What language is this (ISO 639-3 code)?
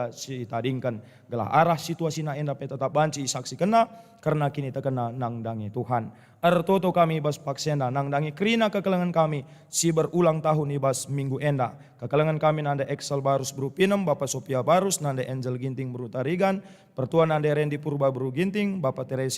btx